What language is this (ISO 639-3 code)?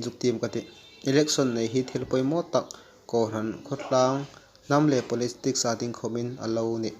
hmr